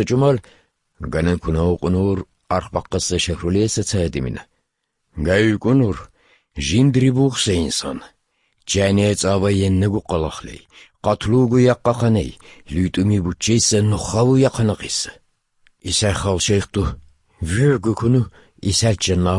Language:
Avaric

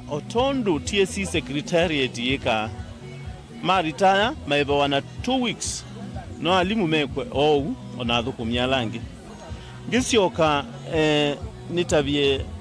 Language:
Kamba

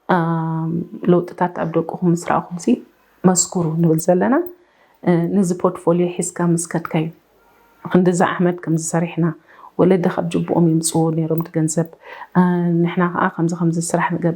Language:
Tigrinya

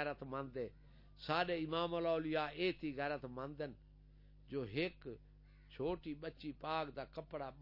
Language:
Saraiki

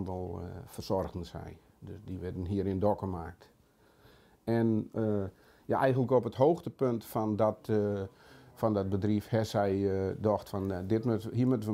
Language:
Western Frisian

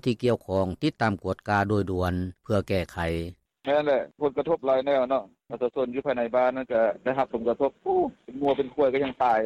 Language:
Lao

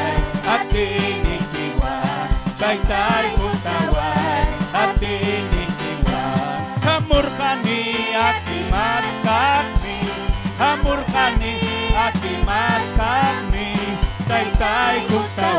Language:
Ayacucho Quechua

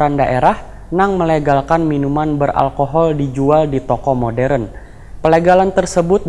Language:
Banjar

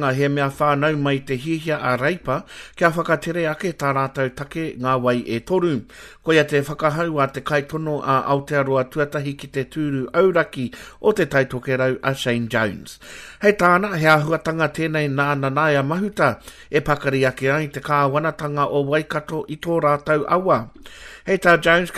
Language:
Māori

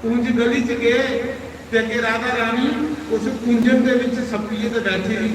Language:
Dogri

